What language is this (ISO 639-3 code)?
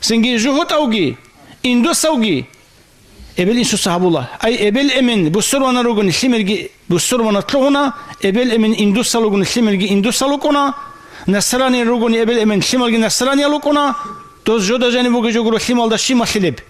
ava